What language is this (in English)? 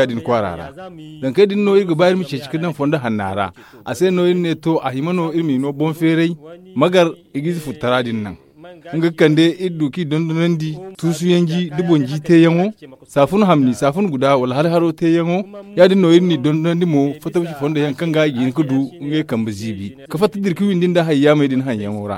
Zarma